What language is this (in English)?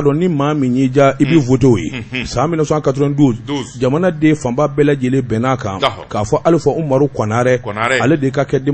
Bambara